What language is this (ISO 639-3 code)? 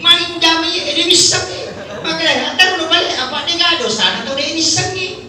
bug